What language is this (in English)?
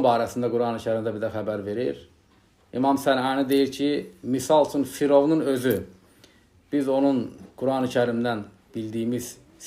Azerbaijani